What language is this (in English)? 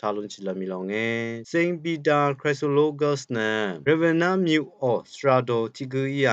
Rawang